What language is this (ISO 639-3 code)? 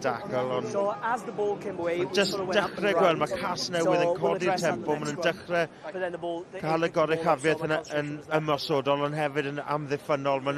cym